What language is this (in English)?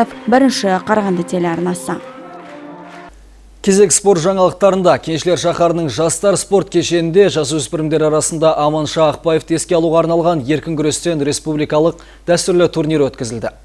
Kazakh